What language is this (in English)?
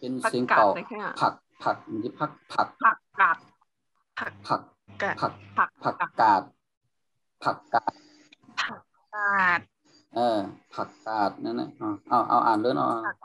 Shan